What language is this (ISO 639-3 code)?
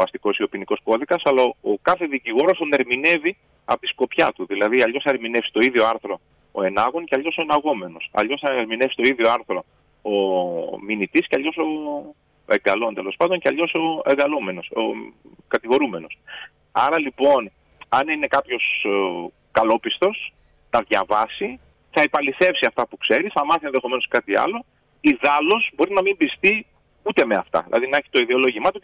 ell